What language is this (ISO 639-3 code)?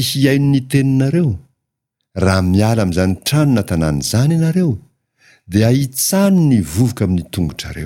mlg